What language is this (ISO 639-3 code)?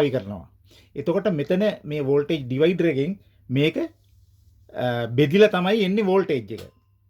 sin